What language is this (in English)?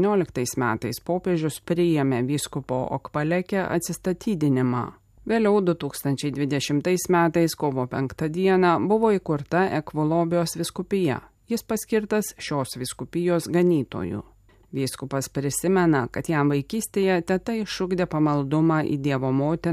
Lithuanian